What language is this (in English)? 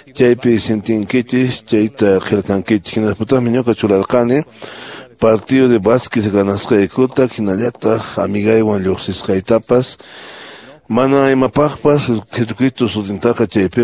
Quechua